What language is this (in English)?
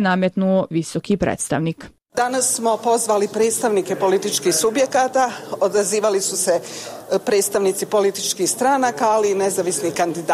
Bosnian